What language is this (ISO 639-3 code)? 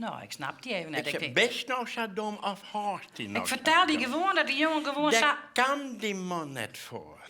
fry